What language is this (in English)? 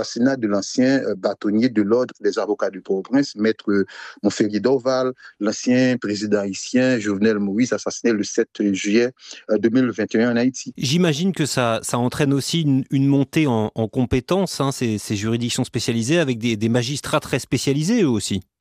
French